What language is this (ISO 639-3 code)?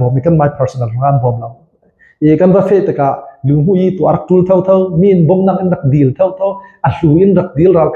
cnh